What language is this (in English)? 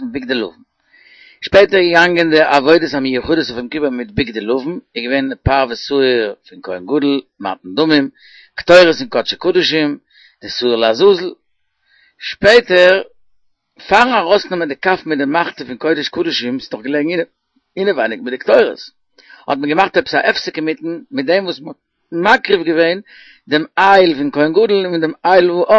Yiddish